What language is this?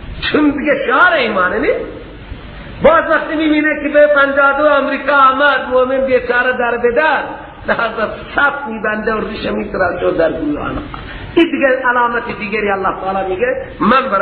Persian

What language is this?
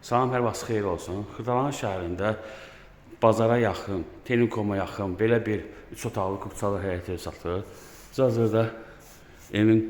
Azerbaijani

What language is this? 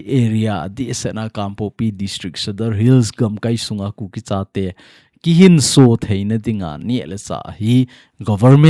Thado Chin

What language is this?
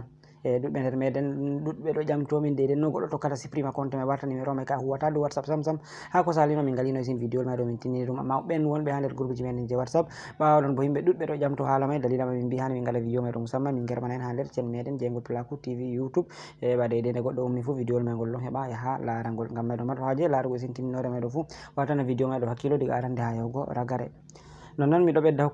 Fula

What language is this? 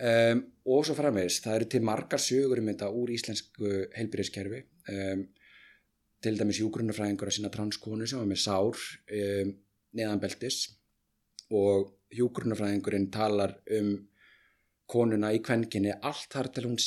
Icelandic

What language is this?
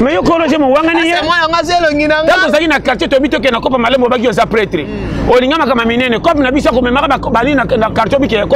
Lingala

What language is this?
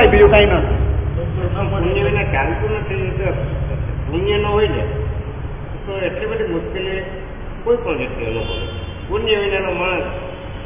Gujarati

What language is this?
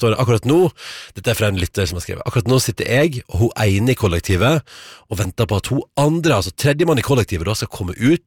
Norwegian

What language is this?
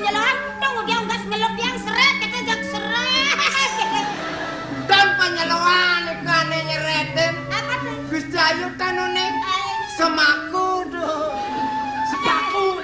Balinese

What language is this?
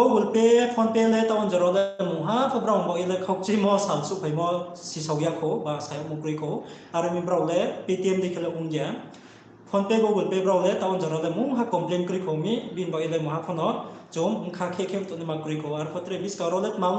Riang (India)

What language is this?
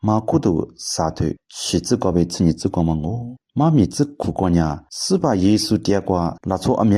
Lisu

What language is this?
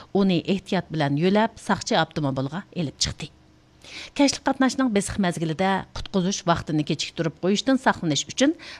Uyghur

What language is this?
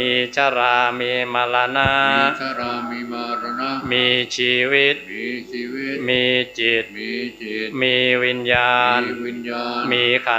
Pali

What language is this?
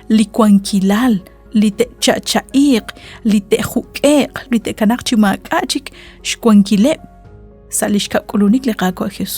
Kekchí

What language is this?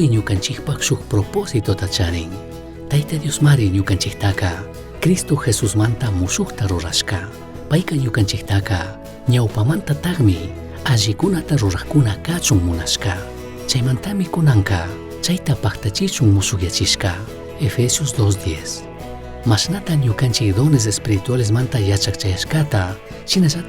Chimborazo Highland Quichua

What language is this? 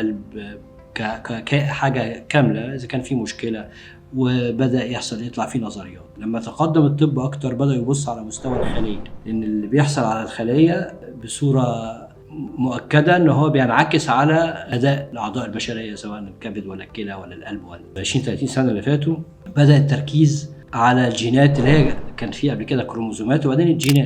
Egyptian Arabic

